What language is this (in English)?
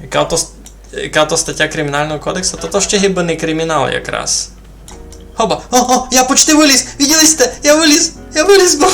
Rusyn